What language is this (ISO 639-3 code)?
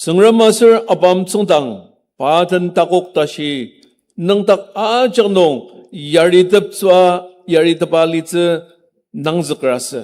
njo